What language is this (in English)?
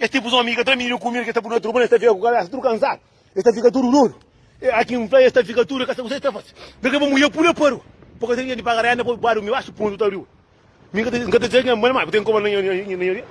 Kabuverdianu